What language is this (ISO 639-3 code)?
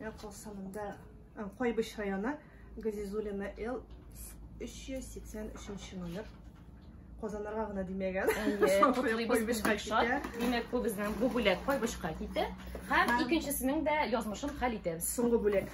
tat